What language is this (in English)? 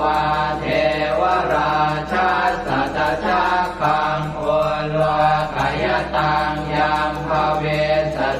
Pali